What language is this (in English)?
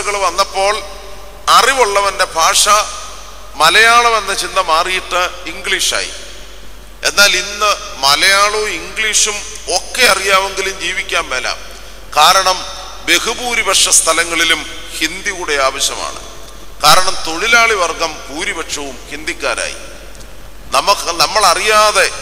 Malayalam